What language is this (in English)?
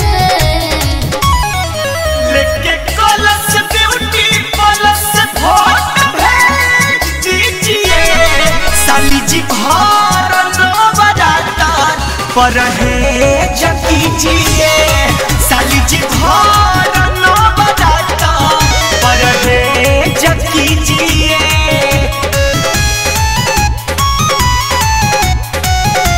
Bhojpuri